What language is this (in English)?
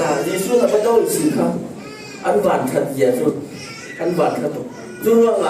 Falam Chin